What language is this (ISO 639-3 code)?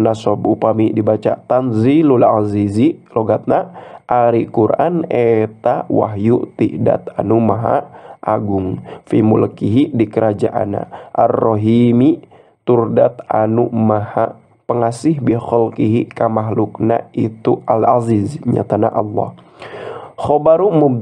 sun